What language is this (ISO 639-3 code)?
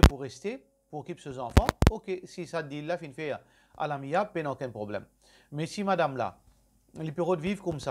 mfe